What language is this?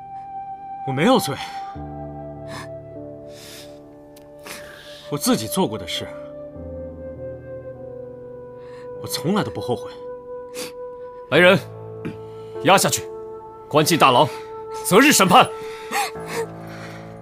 Chinese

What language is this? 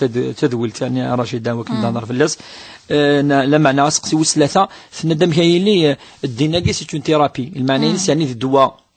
Kabyle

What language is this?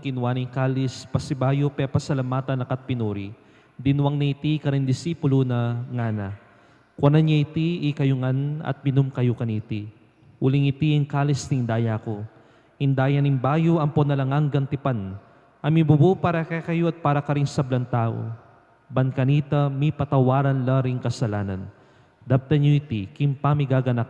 Pampanga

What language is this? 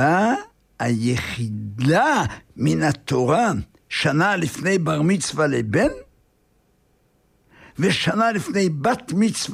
Hebrew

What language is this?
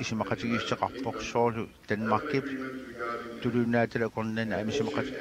Kalaallisut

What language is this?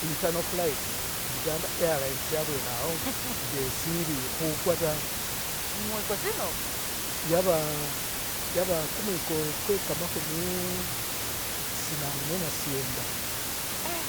Masaaba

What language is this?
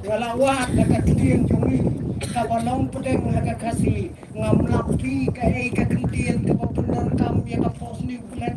Khasi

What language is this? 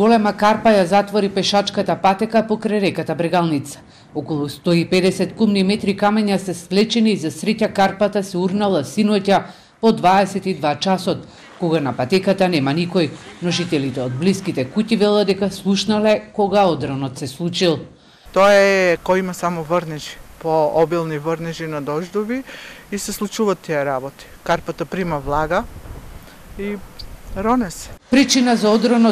Macedonian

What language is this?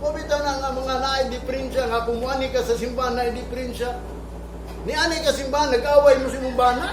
Cebuano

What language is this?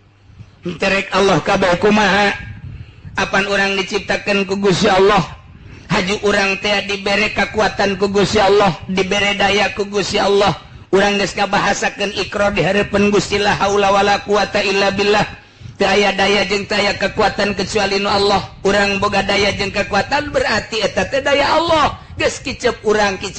Sundanese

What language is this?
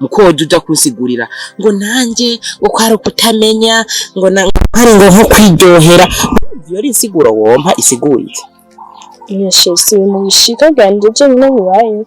Rundi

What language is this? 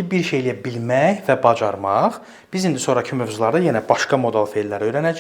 Azerbaijani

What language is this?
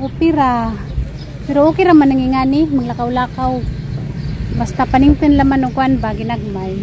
Cebuano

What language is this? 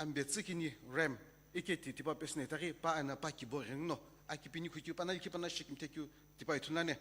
Sumi Naga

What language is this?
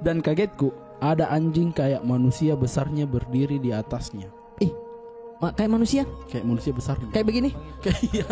Makassar Malay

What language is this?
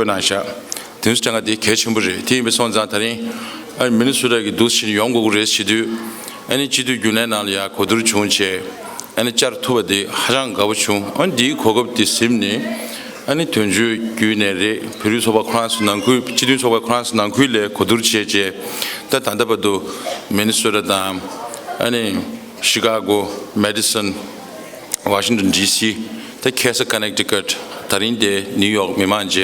Tibetan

